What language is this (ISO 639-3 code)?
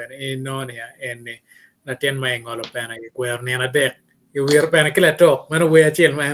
ach